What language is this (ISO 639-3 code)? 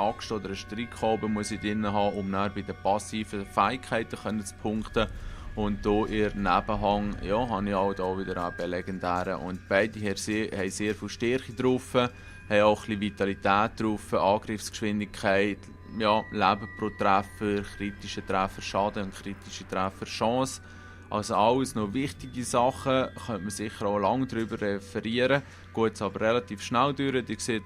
gsw